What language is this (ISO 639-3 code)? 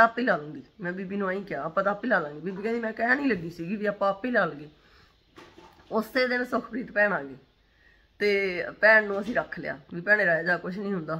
pan